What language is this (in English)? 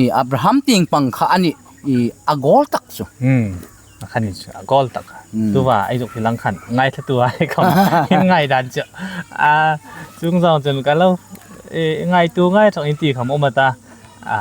Hmar